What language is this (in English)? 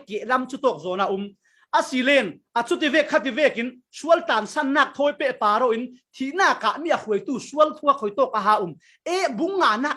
Falam Chin